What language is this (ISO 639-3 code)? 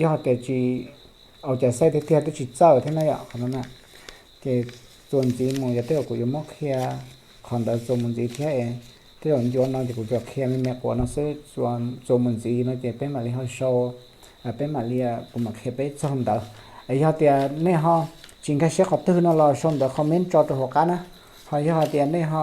hmn